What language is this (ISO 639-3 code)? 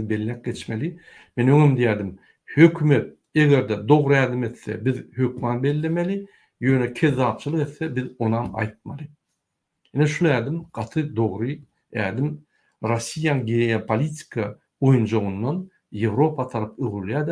tuk